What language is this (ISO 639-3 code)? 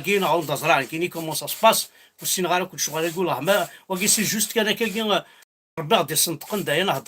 kab